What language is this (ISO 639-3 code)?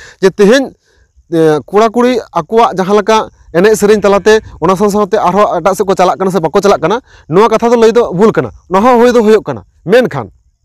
sat